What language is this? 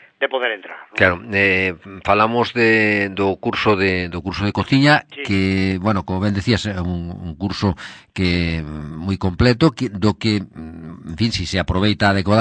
Galician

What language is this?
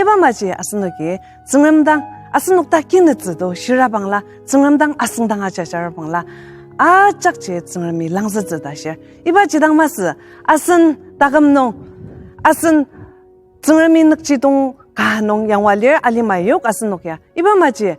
Ao Naga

